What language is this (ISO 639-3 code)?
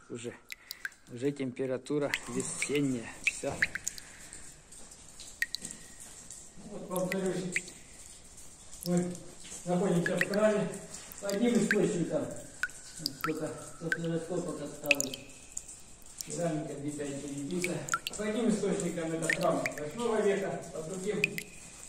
rus